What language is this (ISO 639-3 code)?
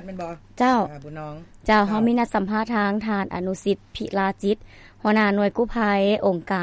lao